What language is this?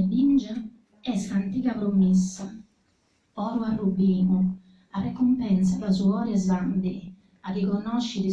Sardinian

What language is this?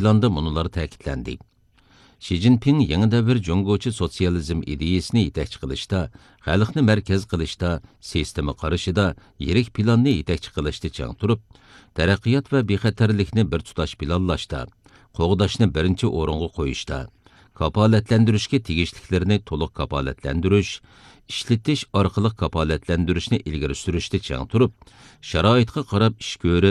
Uyghur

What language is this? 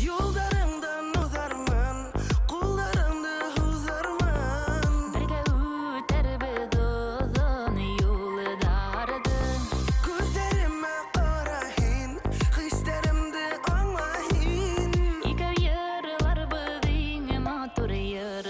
Bashkir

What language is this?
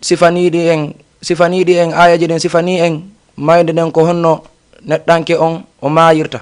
Fula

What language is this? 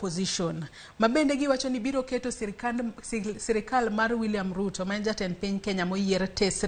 Luo (Kenya and Tanzania)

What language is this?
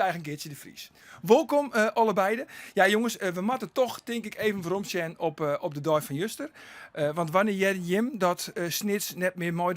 Western Frisian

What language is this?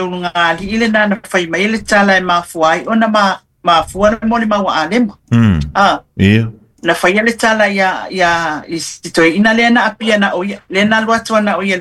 Samoan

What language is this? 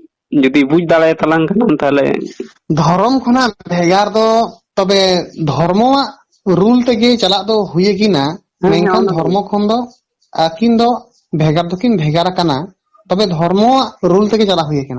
Santali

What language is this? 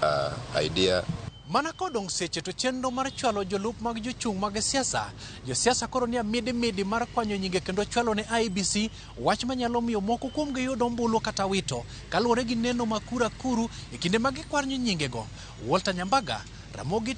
Luo (Kenya and Tanzania)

